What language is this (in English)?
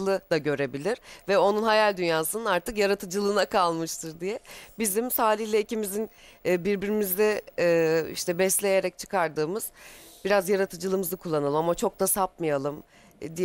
Turkish